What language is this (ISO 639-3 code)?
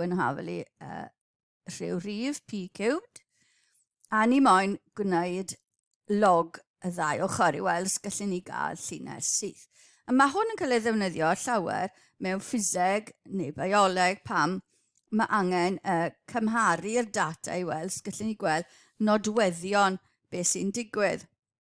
cym